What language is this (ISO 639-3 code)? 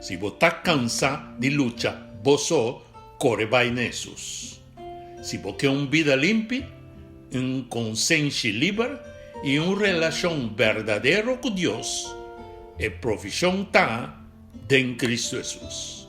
pap